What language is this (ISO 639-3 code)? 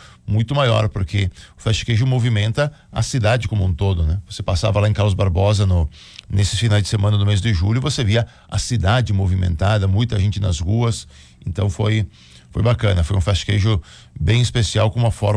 por